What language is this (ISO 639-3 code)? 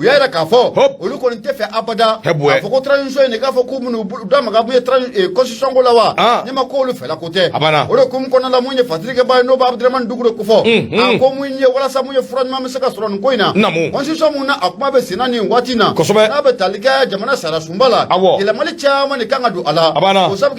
bam